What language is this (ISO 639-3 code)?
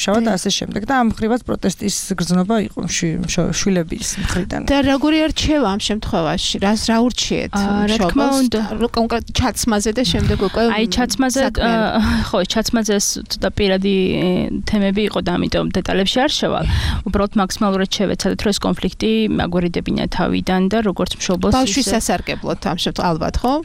kat